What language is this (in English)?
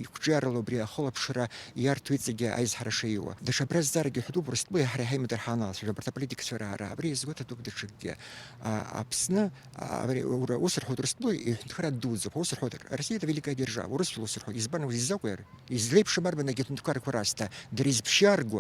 Abkhazian